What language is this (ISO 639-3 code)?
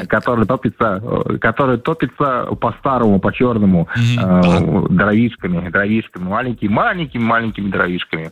rus